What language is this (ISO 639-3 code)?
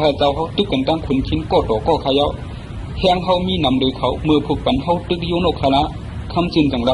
shn